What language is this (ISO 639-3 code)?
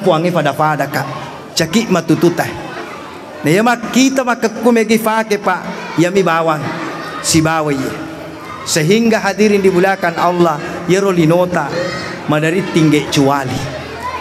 bug